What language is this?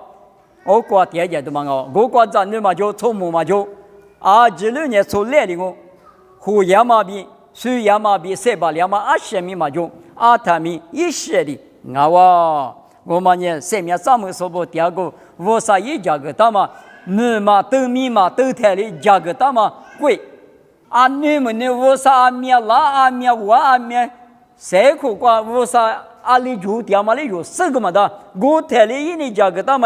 Lisu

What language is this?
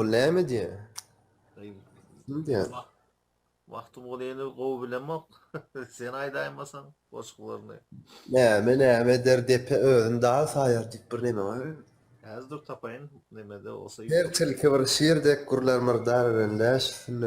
Turkmen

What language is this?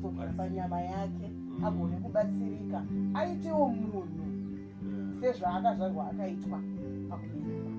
Shona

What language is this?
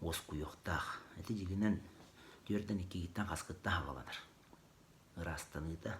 Yakut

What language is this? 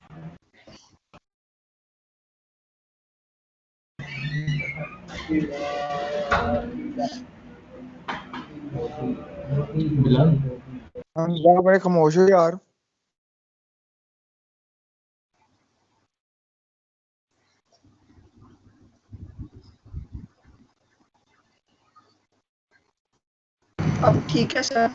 Hindi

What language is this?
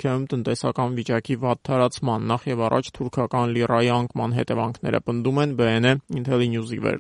Armenian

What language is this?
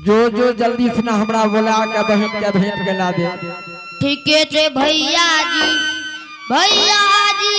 Angika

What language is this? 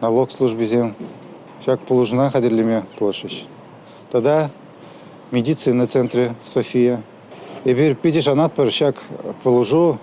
Chuvash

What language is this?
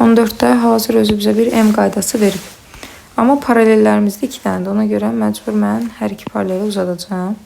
Azerbaijani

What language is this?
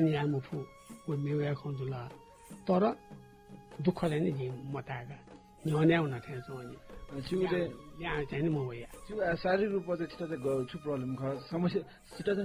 Newari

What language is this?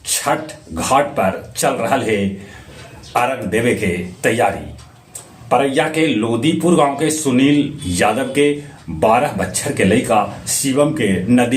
Magahi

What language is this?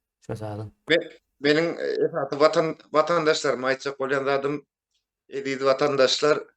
Turkmen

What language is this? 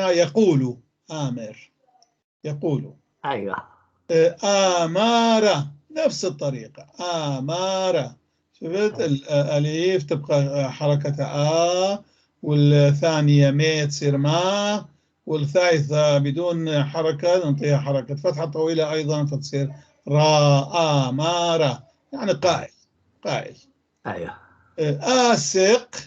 North Levantine Arabic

